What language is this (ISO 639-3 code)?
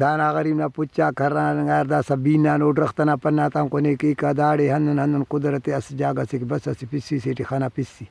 brh